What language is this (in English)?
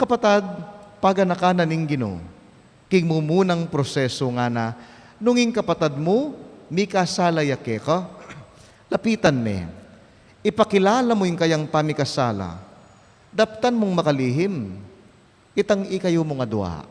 Pampanga